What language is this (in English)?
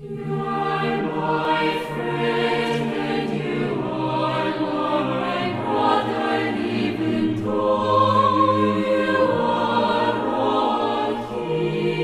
South Bolivian Quechua